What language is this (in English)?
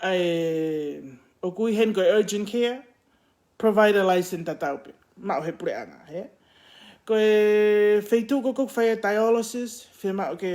Tongan